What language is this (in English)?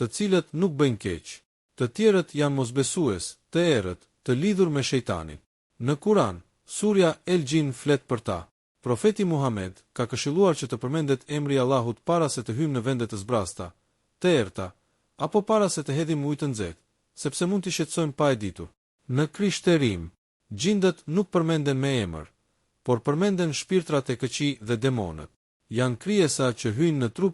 Albanian